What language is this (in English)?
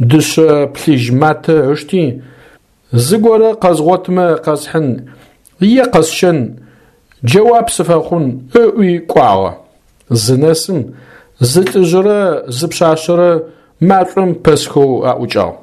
Adyghe